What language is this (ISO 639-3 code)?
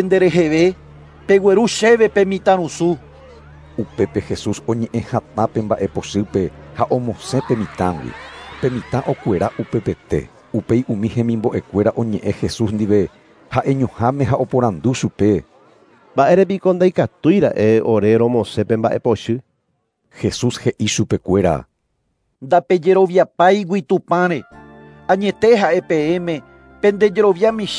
grn